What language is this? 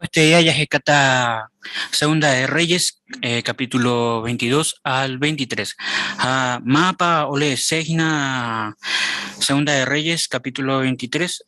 Guarani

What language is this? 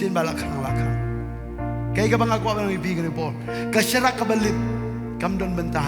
Khasi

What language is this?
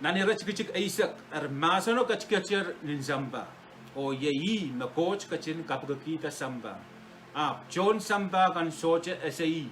Pohnpeian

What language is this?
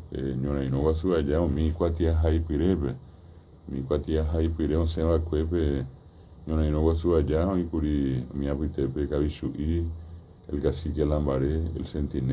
Guarani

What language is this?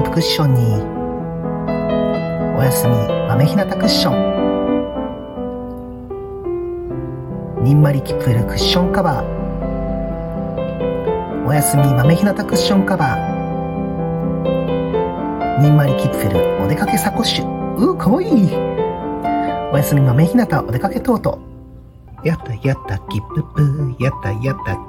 Japanese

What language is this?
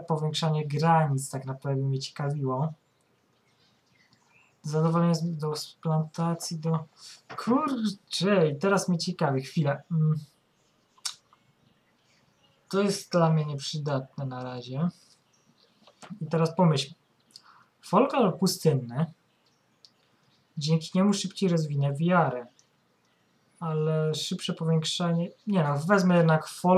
Polish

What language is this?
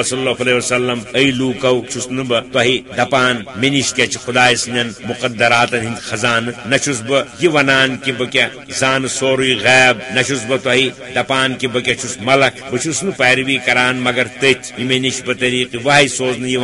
Kashmiri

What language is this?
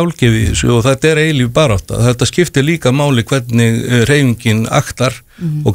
Icelandic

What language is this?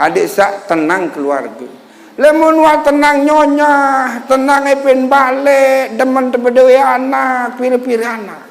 Sasak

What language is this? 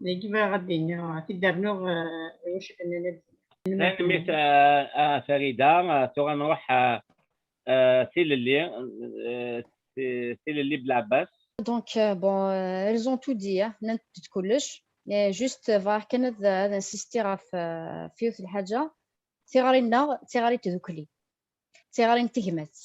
Kabyle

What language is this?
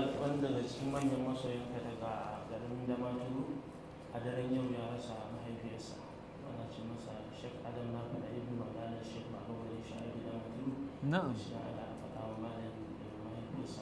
Hausa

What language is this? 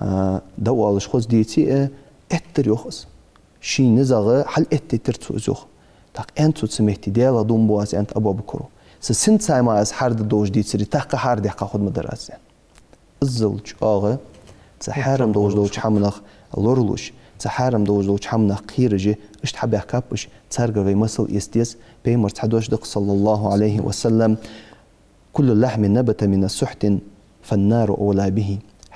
Ingush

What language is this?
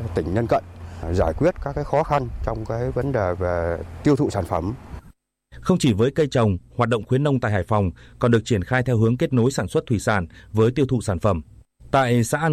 Vietnamese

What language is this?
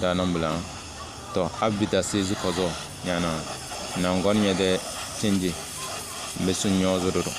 Tem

